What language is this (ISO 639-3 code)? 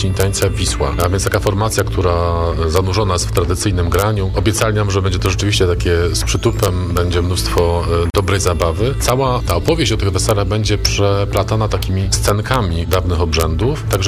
pol